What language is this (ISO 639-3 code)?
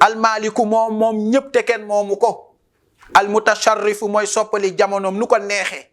wol